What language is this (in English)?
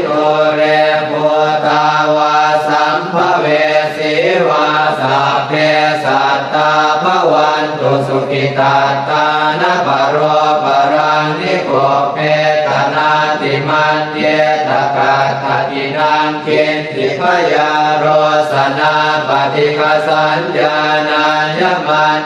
Pali